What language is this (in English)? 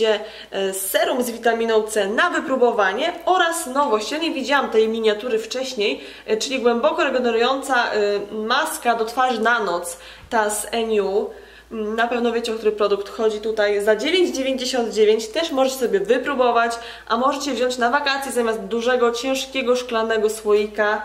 Polish